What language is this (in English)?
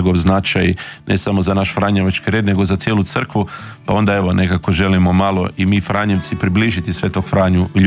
Croatian